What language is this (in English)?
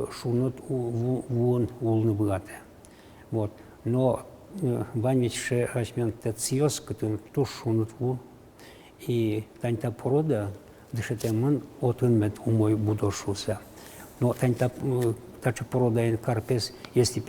Udmurt